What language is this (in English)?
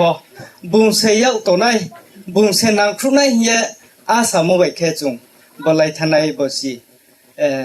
Riang (India)